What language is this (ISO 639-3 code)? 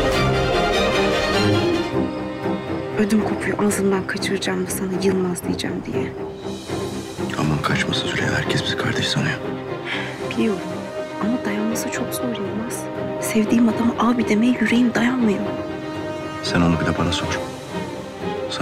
tur